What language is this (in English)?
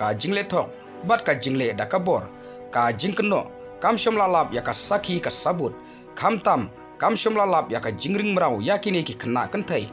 Khasi